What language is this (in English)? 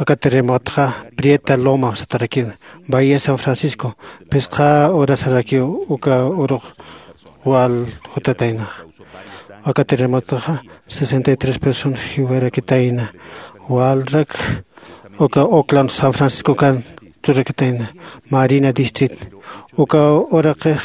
Aymara